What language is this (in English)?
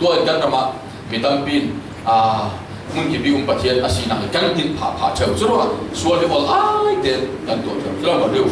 Falam Chin